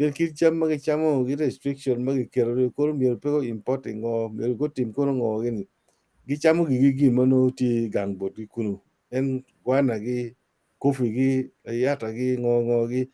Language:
Acoli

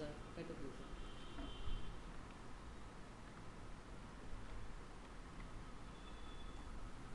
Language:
Bangla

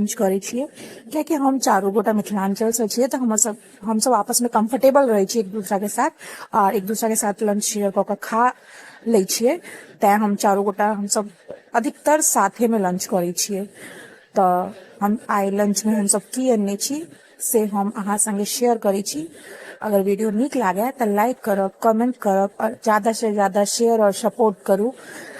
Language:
Maithili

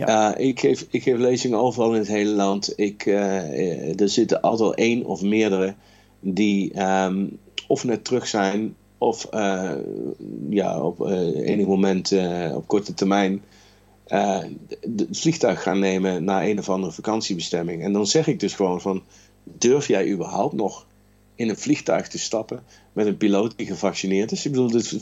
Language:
Dutch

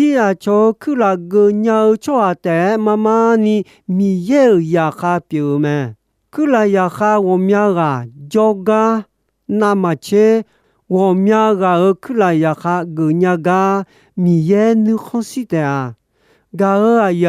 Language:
Akha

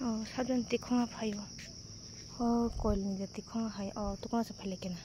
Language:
Kok Borok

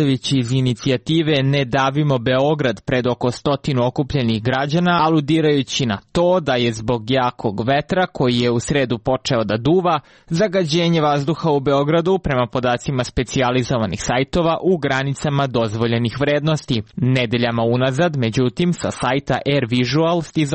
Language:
Serbian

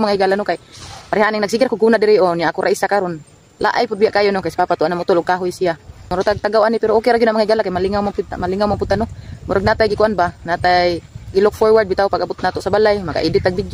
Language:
Cebuano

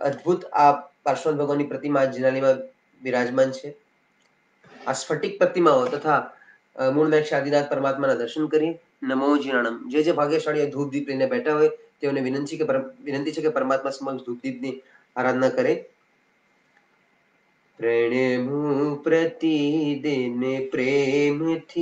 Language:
Gujarati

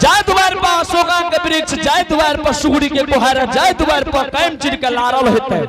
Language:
Angika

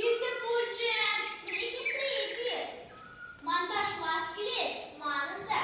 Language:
Chuvash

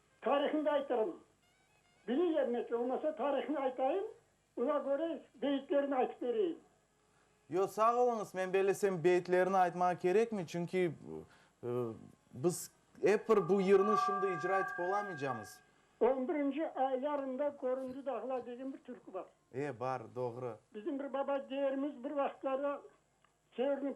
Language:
Crimean Tatar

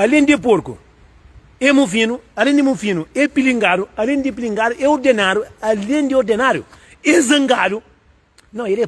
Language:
Kabuverdianu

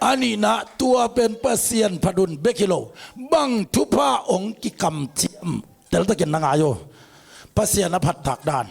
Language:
Tedim Chin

